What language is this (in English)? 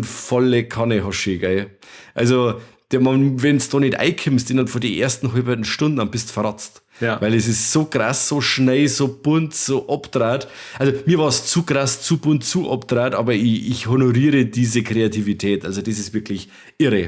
Bavarian